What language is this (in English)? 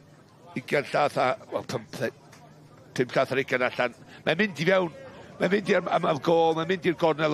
Welsh